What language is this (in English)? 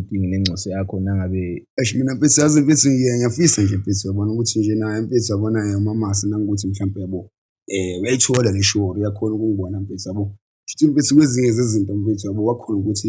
Zulu